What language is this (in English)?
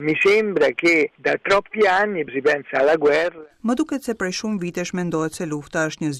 Albanian